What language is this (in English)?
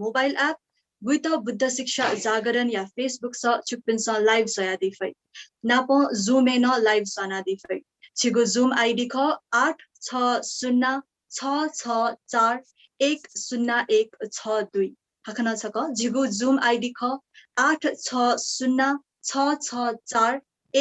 Newari